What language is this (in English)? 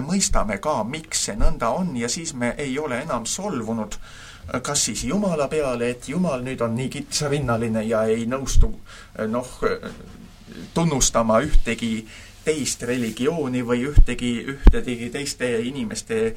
Estonian